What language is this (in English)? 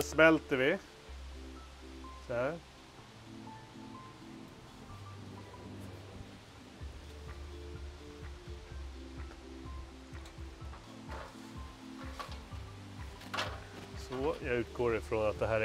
Swedish